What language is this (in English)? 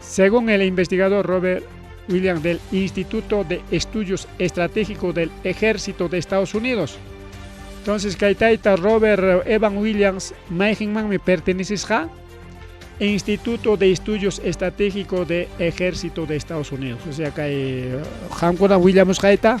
Ayacucho Quechua